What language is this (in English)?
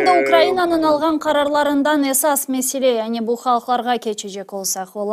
Crimean Tatar